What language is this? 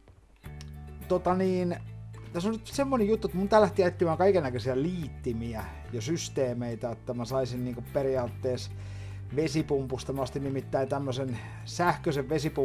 Finnish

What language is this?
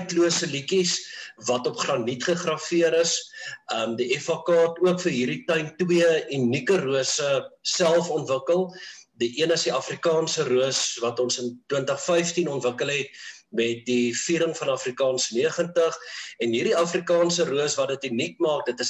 Afrikaans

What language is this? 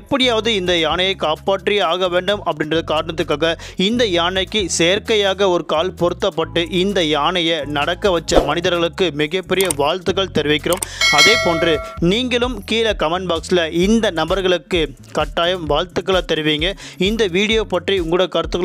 Tamil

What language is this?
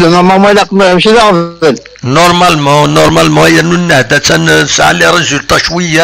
Kabyle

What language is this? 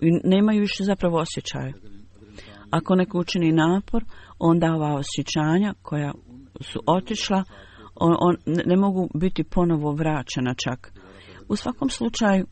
Bosnian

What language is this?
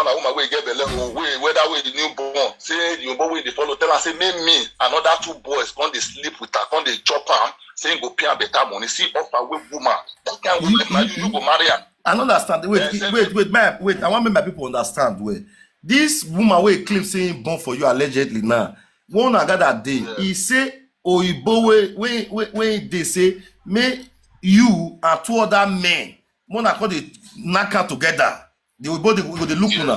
Nigerian Pidgin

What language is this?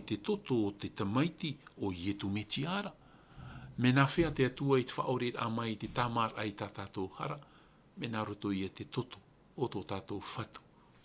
Tahitian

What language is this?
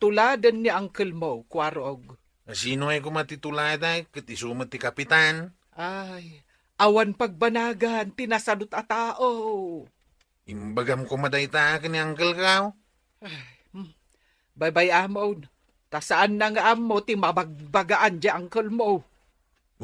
Iloko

